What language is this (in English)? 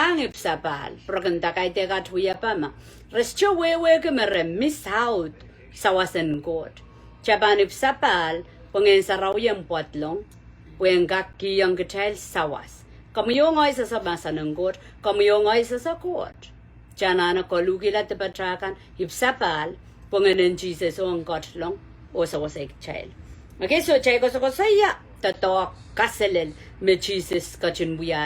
Pohnpeian